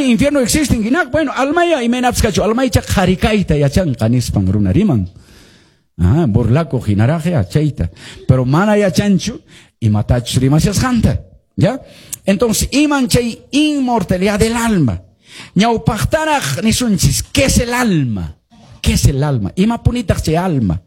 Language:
Quechua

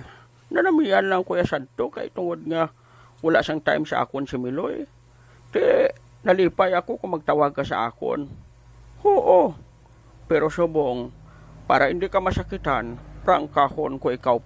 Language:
Hiligaynon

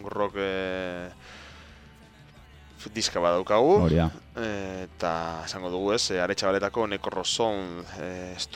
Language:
Basque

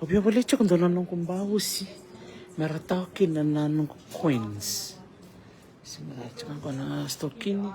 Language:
Fijian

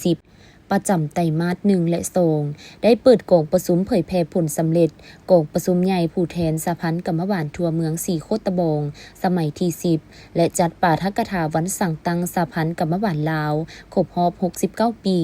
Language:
Lao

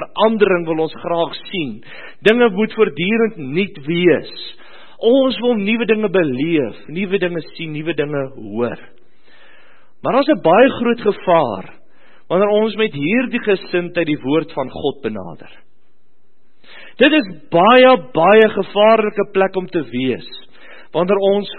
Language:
Afrikaans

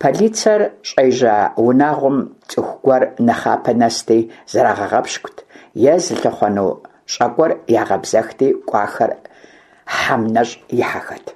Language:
Kabardian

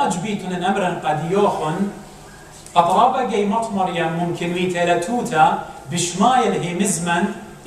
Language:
Assyrian Neo-Aramaic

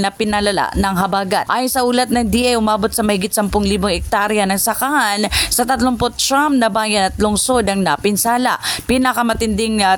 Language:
Filipino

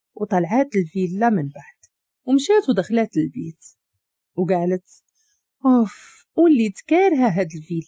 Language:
Moroccan Arabic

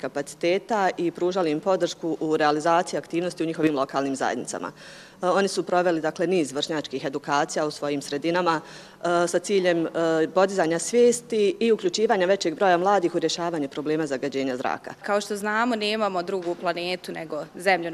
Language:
Bosnian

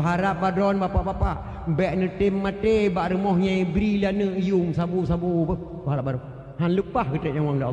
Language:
Achinese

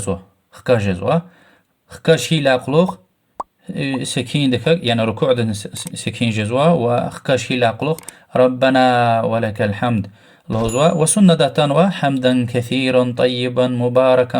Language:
Lezghian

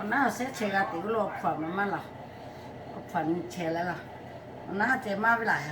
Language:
Lahu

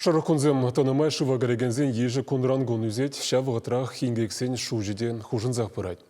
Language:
Chuvash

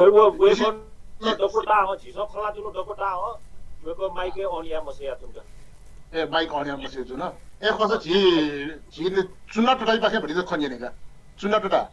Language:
Newari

